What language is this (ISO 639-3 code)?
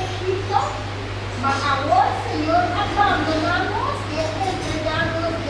pap